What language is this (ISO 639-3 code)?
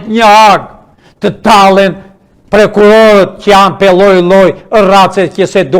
sqi